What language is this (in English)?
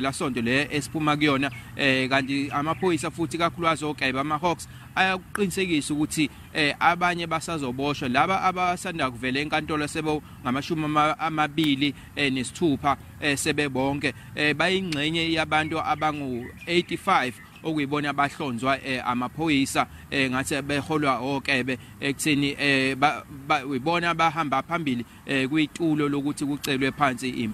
Zulu